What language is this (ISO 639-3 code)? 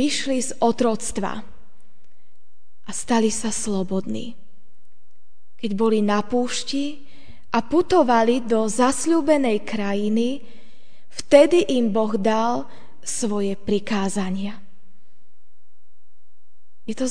slk